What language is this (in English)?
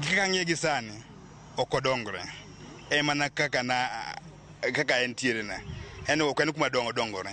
Luo (Kenya and Tanzania)